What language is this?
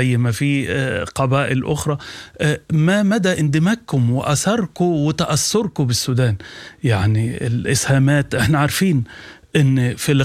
Sudanese Arabic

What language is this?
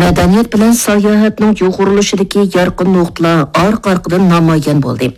Uyghur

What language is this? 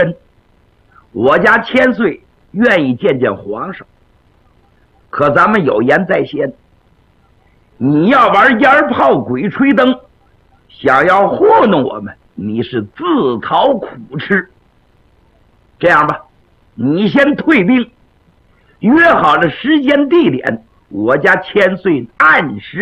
Chinese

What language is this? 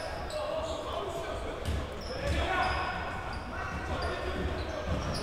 Greek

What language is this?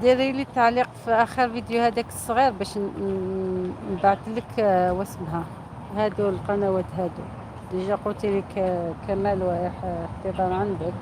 Algerian Arabic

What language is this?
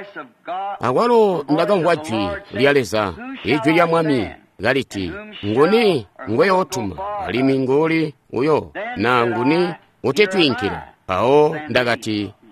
Tonga (Zambia)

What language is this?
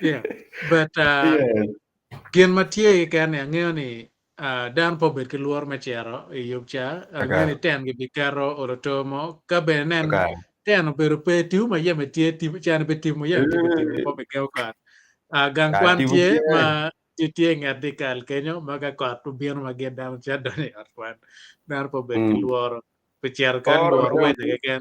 Acoli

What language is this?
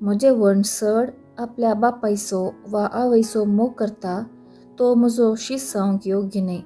Konkani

